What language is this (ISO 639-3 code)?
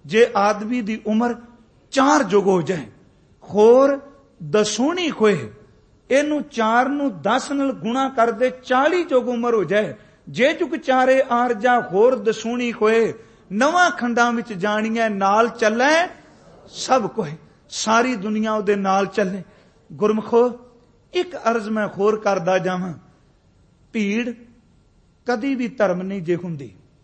pan